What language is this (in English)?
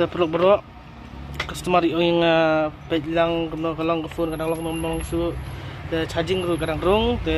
Khasi